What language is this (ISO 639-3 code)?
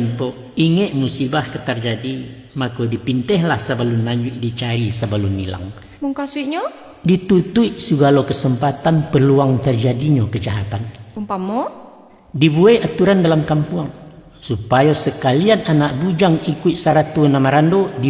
min